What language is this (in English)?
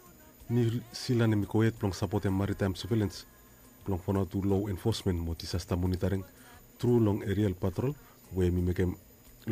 Bislama